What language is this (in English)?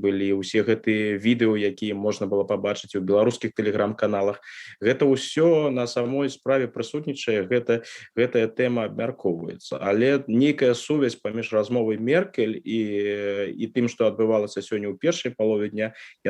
Belarusian